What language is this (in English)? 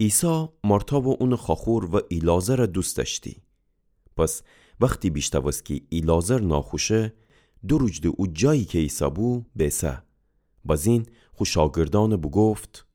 Gilaki